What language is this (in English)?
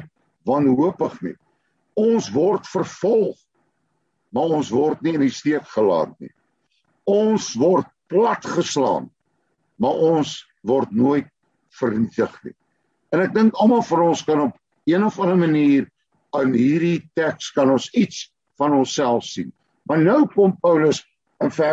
Afrikaans